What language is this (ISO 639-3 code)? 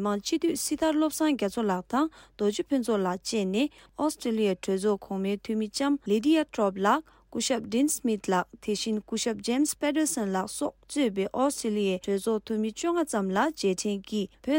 bod